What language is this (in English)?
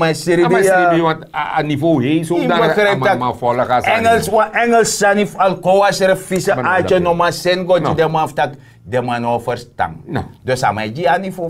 Sranan Tongo